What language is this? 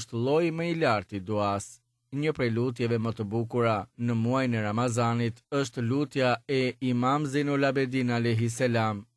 Albanian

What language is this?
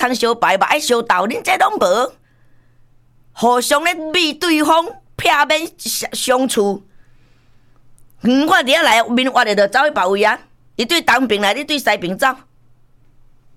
Min Nan Chinese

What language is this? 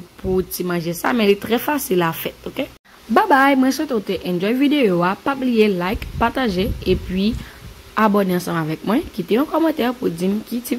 Haitian Creole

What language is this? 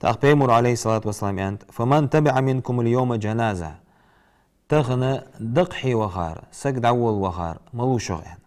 Ingush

